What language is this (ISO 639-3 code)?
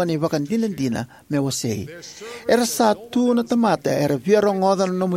fij